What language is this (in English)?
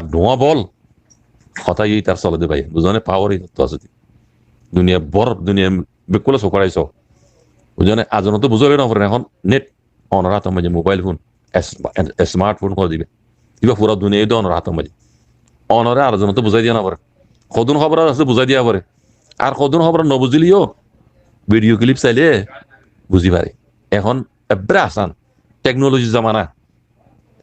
Rohingya